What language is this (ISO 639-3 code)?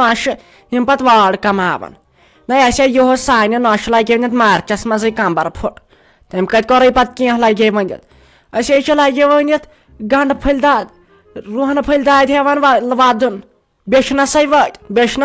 kas